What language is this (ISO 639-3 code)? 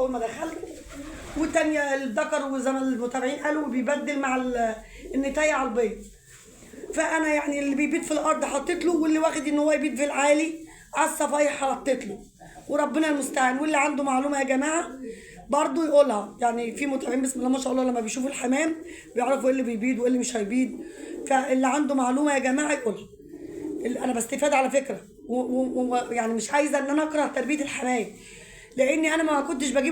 arz